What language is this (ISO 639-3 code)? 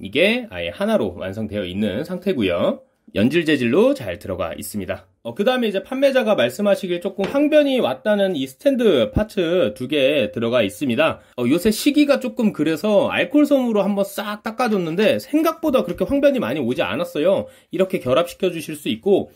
kor